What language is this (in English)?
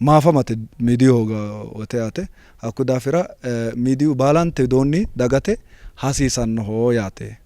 Sidamo